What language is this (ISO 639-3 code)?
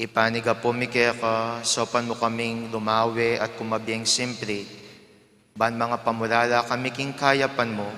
pam